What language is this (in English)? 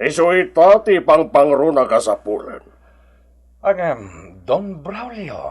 Iloko